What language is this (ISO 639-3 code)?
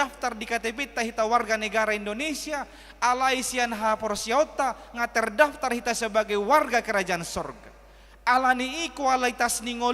bbc